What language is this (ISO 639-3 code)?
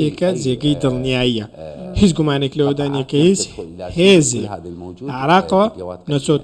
ckb